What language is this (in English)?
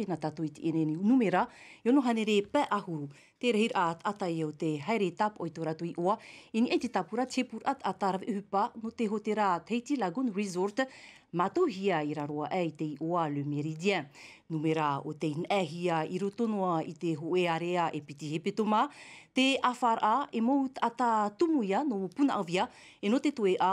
Tahitian